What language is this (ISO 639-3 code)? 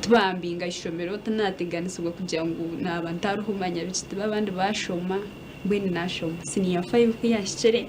nyn